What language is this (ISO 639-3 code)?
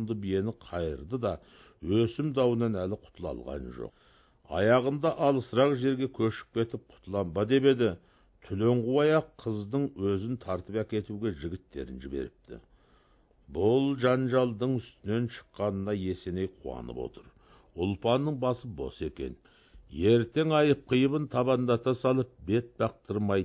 kaz